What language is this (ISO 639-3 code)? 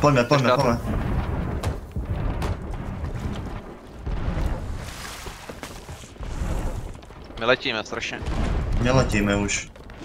ces